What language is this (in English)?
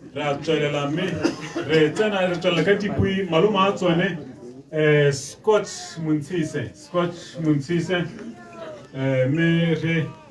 Tswana